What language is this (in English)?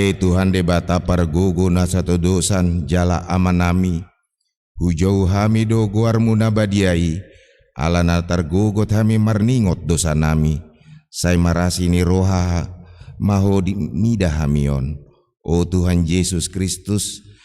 Batak Toba